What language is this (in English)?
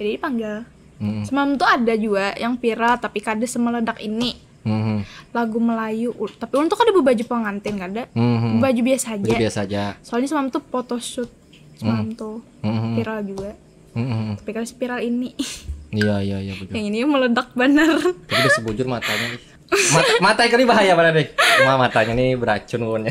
Banjar